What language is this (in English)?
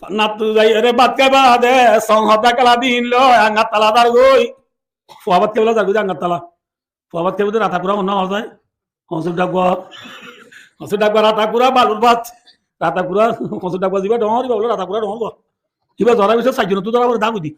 Rohingya